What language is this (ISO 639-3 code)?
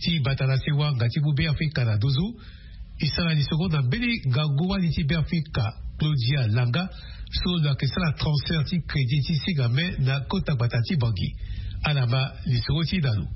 sag